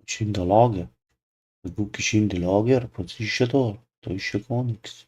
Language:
Bavarian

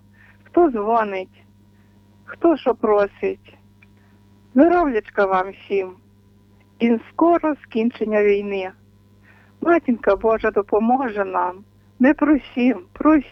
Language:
Ukrainian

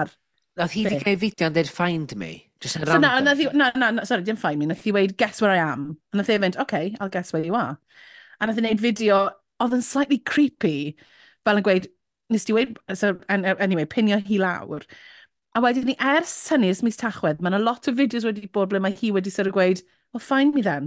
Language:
Welsh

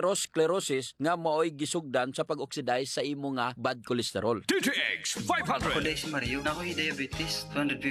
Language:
Cebuano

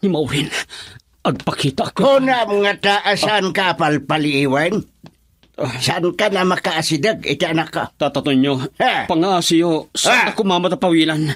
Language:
Iloko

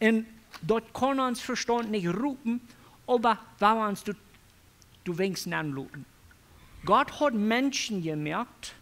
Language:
Plautdietsch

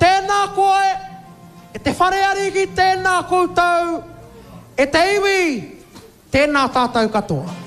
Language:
Māori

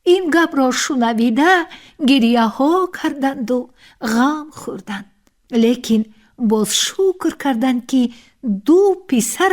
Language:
Tajik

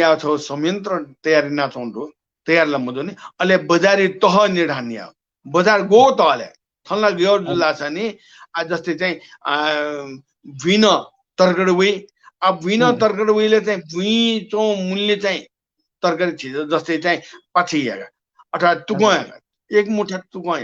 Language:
Newari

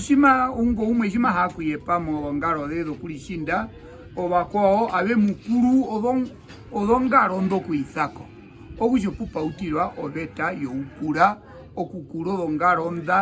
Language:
Herero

